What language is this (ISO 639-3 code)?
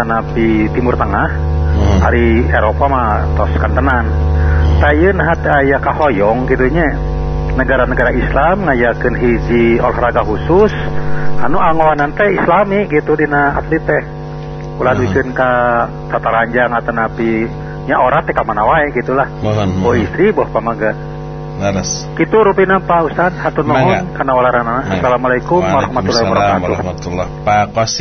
sun